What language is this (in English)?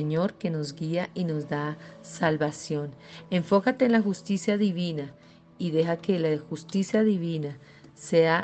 Spanish